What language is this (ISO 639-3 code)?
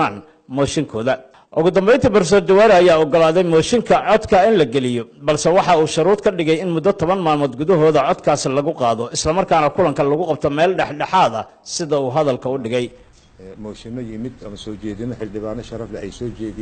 som